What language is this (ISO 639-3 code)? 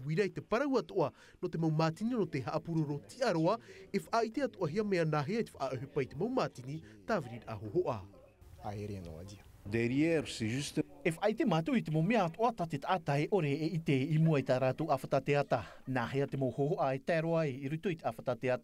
tah